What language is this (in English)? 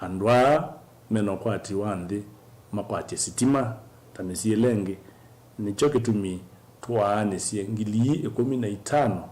Kamba